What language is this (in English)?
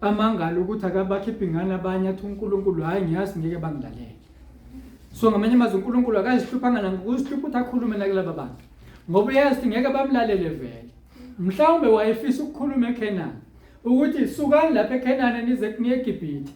Zulu